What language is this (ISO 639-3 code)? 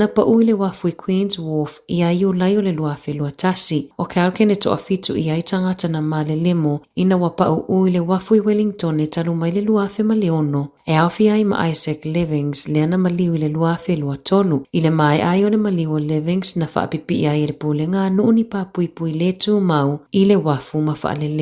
smo